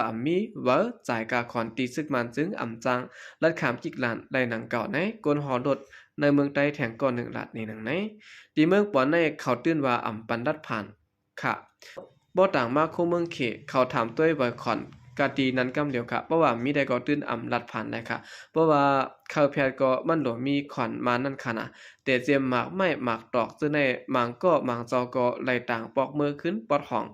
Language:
Shan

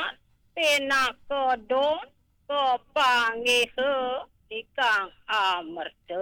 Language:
Balinese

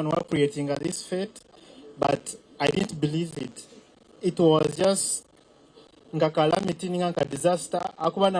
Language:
Nyankole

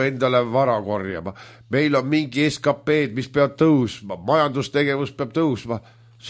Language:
Estonian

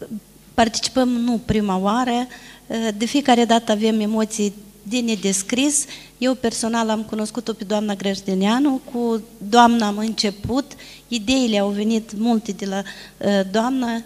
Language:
Romanian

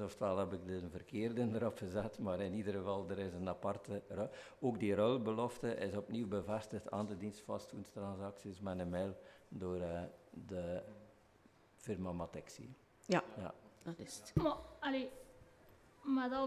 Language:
Dutch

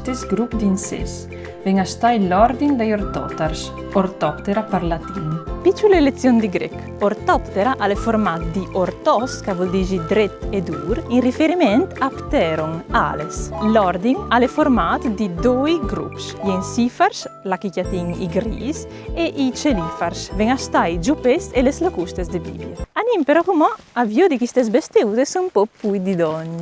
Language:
Friulian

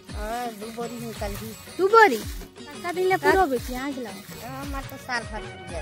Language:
Chhattisgarhi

